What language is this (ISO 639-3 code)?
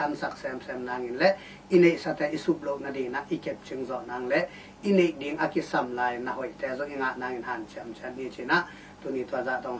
ctd